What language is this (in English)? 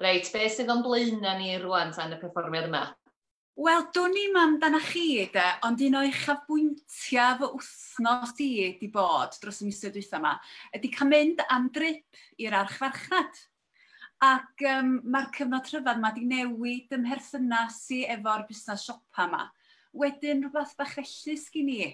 Welsh